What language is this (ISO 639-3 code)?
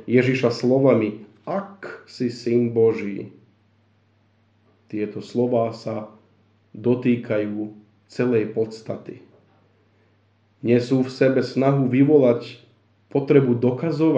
slk